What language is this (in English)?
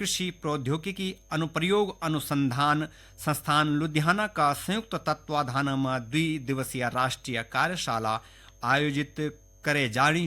Garhwali